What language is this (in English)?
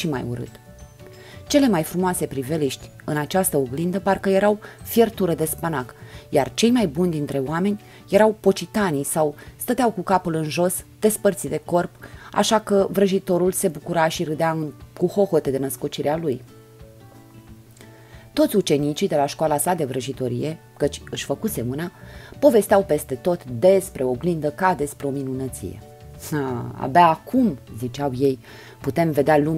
Romanian